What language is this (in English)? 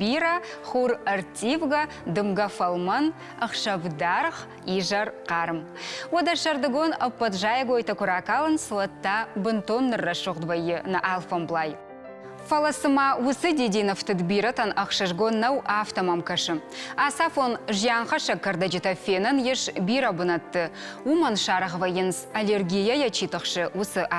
Ossetic